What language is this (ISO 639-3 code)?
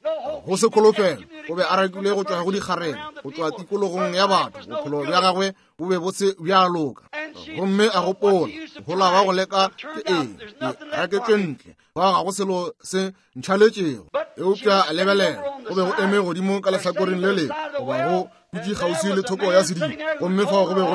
nso